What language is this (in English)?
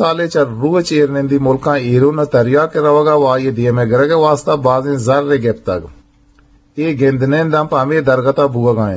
Eastern Balochi